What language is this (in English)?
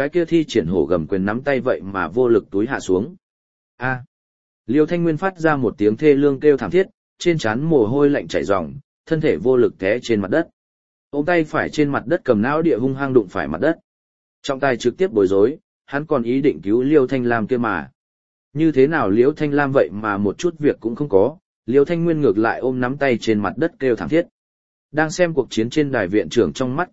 Vietnamese